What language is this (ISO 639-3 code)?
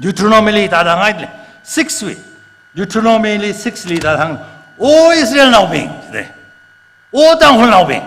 nmf